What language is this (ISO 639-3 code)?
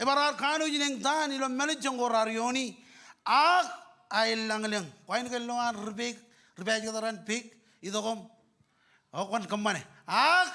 mah